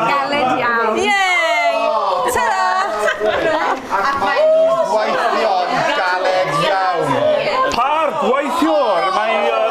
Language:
Welsh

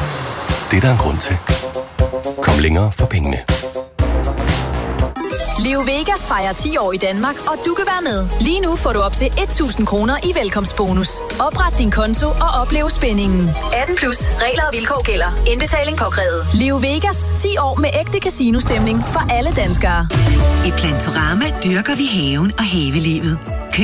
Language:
Danish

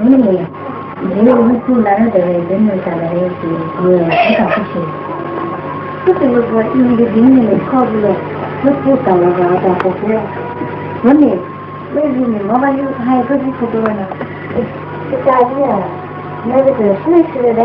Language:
Poumei Naga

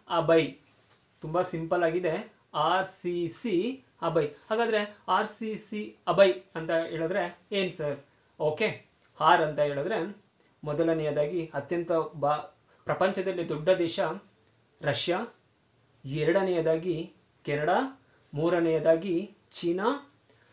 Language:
Kannada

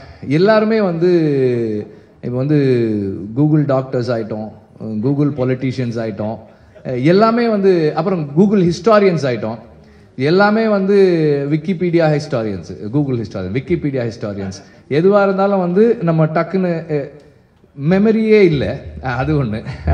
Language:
Tamil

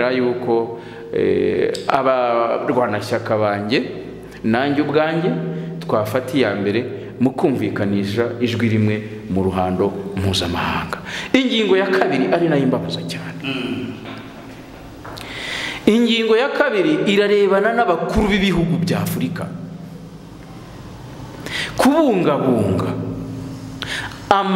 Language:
Kinyarwanda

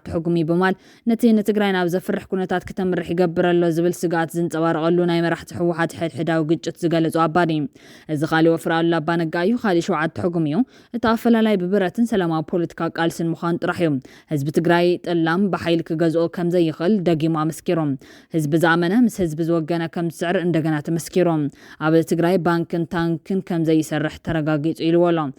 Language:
Tigrinya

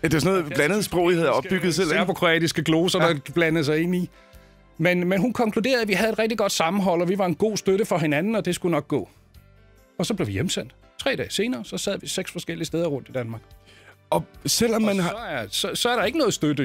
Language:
Danish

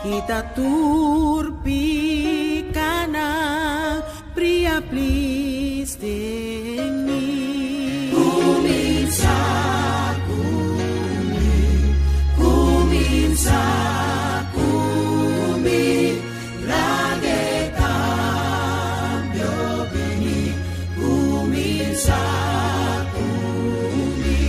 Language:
Papiamento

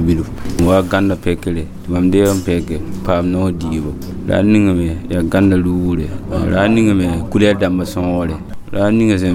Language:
Mossi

